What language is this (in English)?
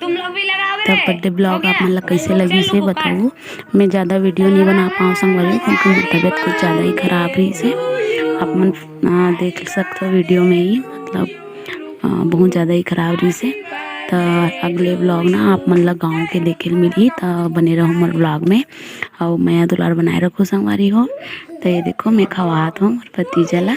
Chhattisgarhi